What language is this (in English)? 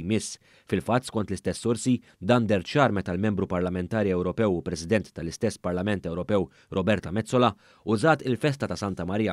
Maltese